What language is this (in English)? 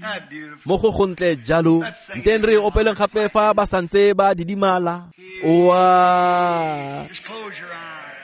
Tswana